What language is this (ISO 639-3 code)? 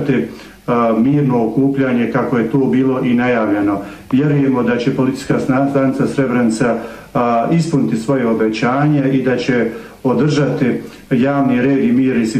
bos